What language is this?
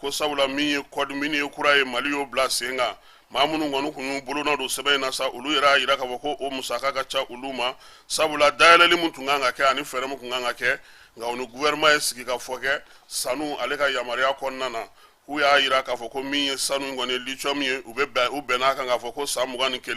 Bambara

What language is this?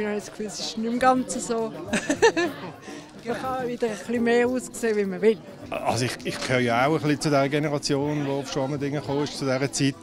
German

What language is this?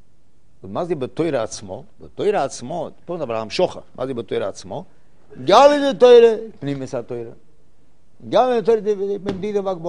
Hebrew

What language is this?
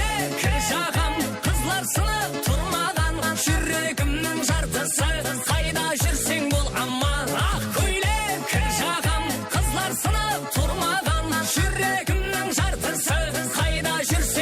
Kara-Kalpak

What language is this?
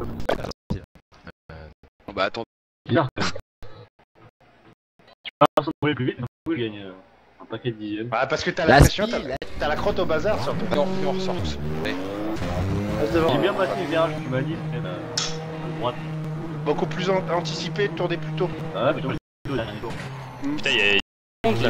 French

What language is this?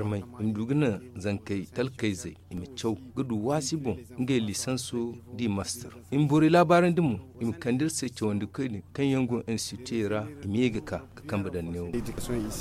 Zarma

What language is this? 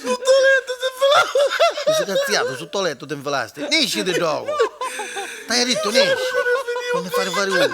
Neapolitan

